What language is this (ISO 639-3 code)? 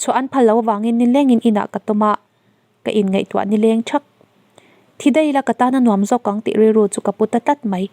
lus